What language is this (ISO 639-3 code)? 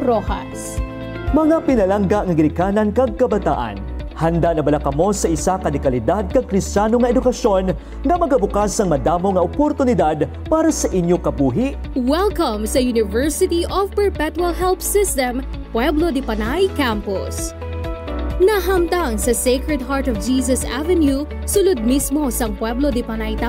hil